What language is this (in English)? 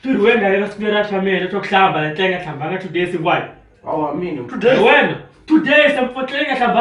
Tsonga